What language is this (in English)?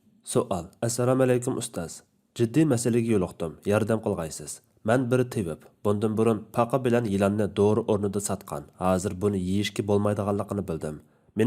Uyghur